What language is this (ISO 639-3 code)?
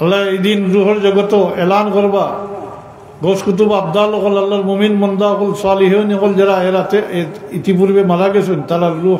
syl